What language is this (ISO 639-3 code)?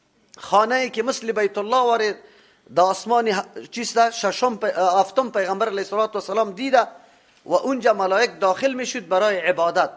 fas